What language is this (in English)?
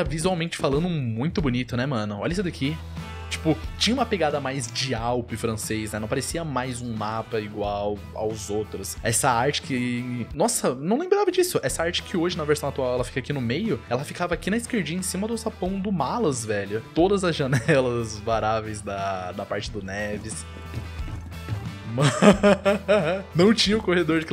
Portuguese